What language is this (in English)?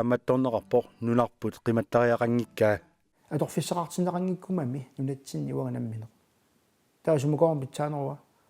Kalaallisut